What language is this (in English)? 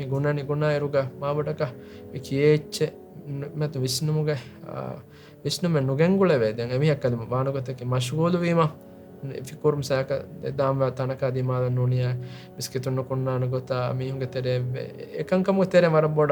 Divehi